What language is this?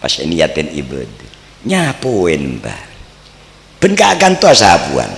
Madurese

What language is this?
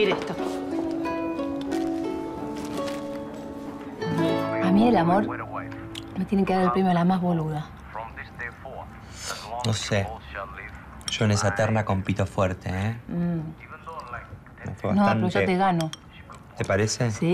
Spanish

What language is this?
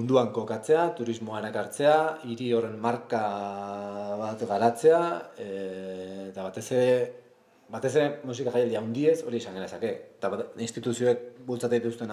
Basque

